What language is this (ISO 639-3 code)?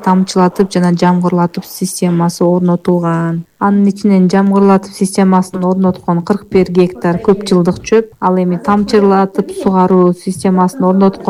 kir